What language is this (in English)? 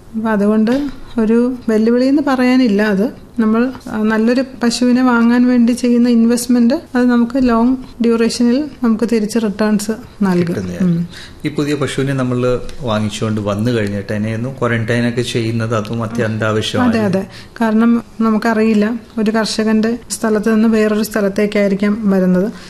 Malayalam